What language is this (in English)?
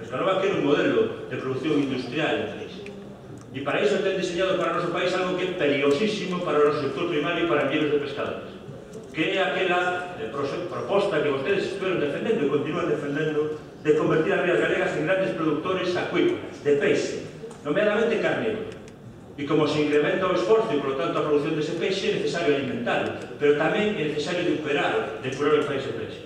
Galician